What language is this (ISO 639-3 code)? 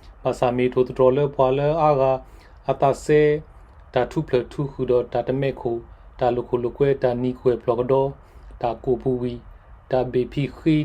ksw